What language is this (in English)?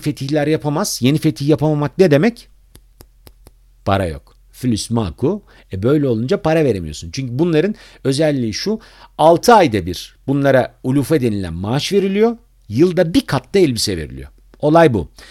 Turkish